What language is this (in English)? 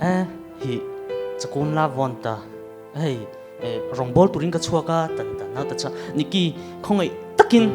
Mara Chin